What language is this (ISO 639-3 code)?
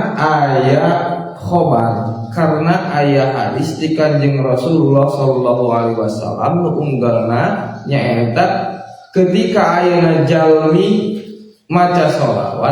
sun